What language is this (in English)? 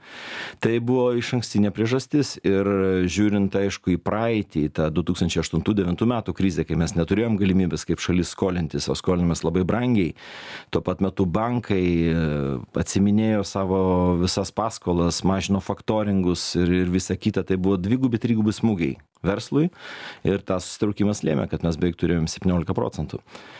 Lithuanian